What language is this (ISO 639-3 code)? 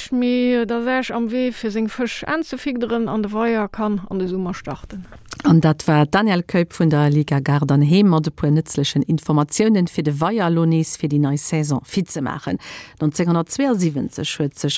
ltz